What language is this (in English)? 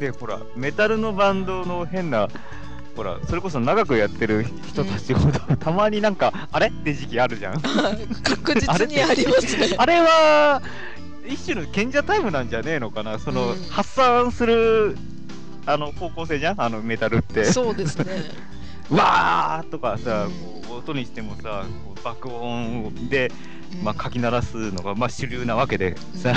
Japanese